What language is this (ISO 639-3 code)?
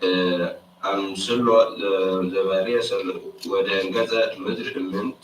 gez